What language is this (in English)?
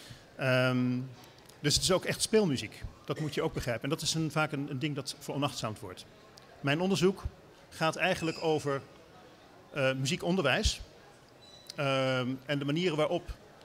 Dutch